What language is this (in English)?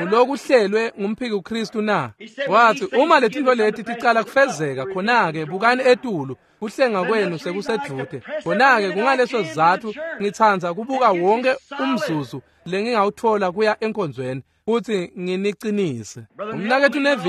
Swati